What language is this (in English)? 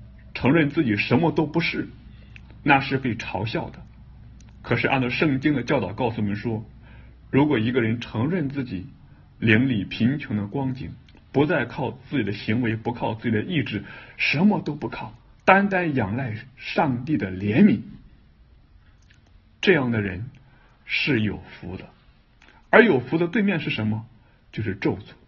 Chinese